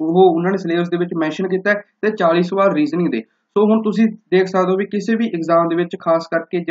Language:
Punjabi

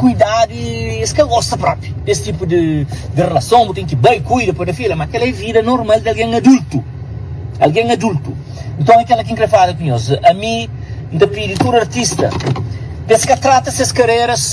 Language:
Kabuverdianu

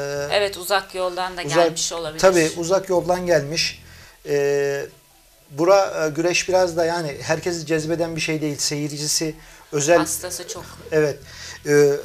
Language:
Turkish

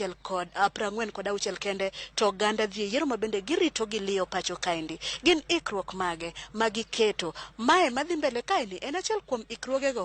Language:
Luo (Kenya and Tanzania)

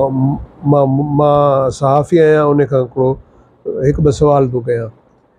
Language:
Sindhi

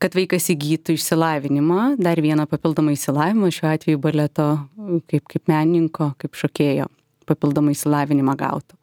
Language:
Lithuanian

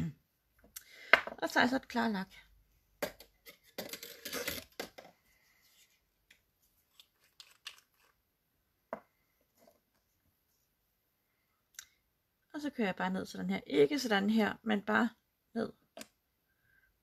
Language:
Danish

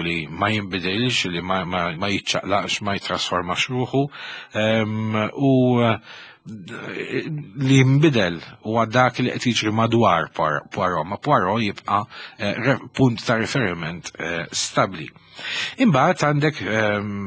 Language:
Maltese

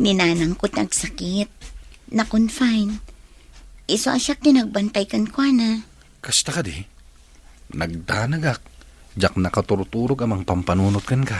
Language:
Iloko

